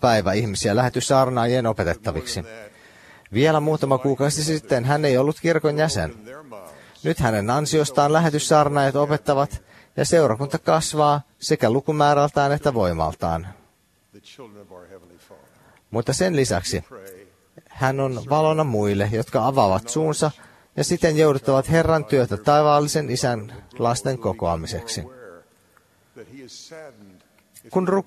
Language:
Finnish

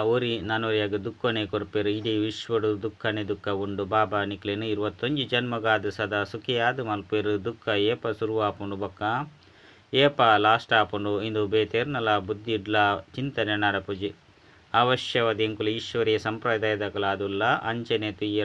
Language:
Tulu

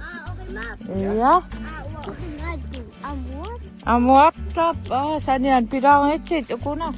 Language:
Kalaallisut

